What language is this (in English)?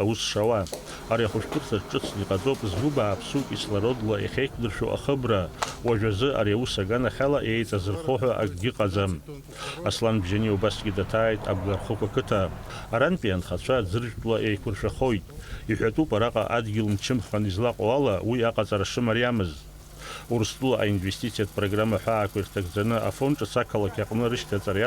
Abkhazian